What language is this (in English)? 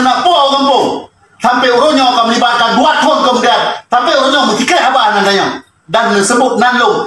Achinese